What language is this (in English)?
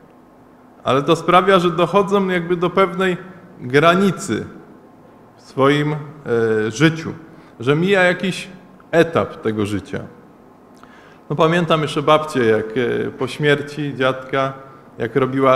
Polish